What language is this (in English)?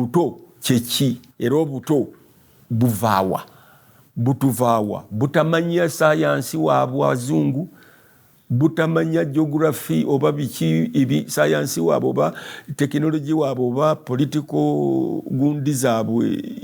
Ganda